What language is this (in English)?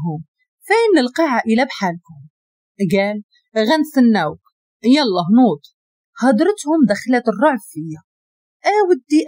Moroccan Arabic